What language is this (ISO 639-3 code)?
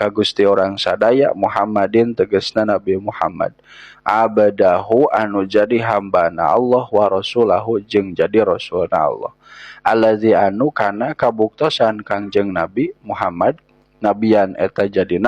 sun